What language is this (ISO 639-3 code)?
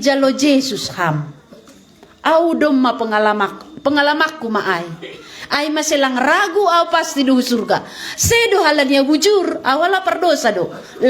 bts